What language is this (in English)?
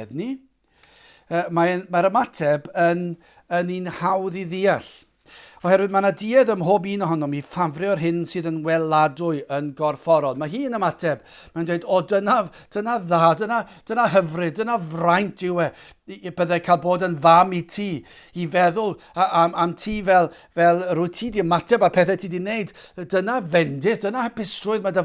Welsh